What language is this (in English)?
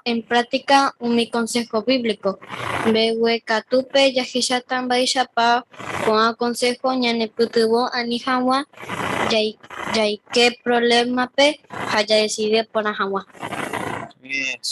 Guarani